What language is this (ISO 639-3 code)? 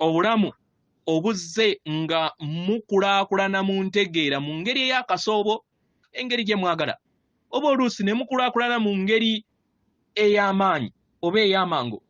lug